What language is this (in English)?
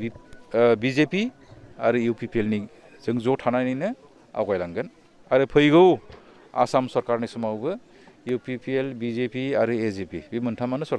Bodo